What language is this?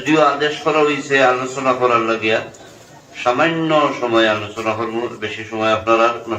Sylheti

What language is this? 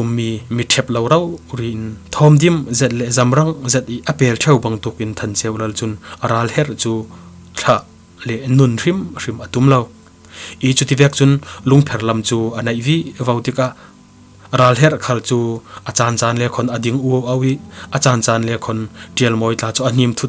Falam Chin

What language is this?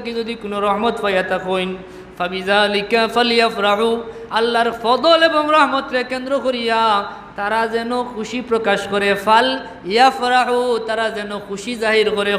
Sylheti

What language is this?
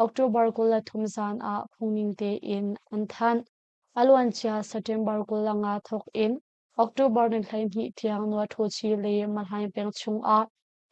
Hakha Chin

